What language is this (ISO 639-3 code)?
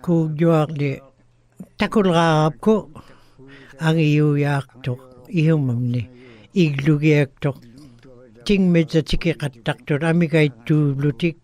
ikt